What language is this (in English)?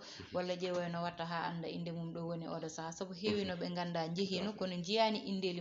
Fula